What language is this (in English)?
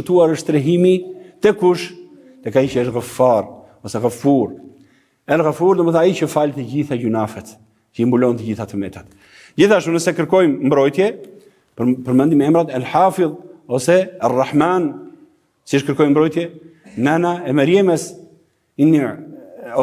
Albanian